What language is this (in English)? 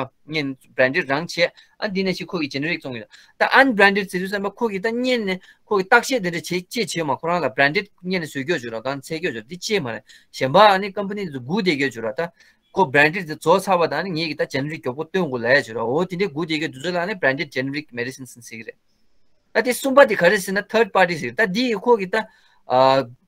Tibetan